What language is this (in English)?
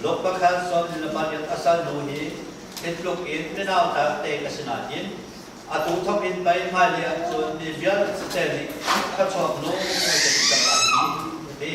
Hakha Chin